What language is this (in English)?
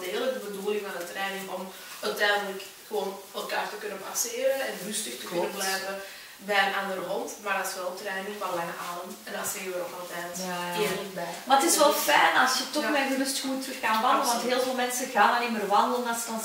Dutch